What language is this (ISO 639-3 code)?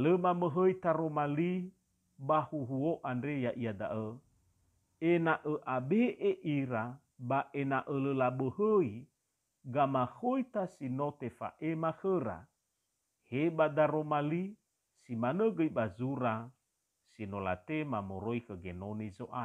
nia